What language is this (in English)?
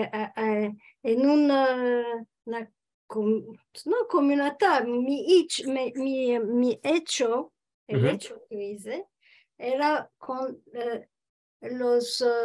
Ladino